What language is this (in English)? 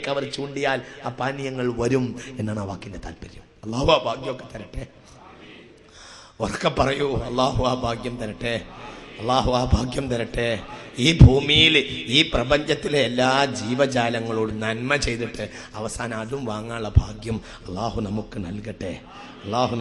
Malayalam